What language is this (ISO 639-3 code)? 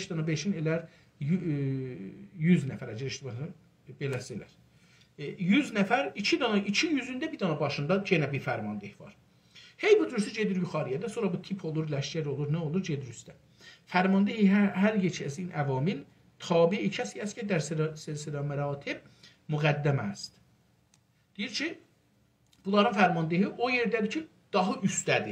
azb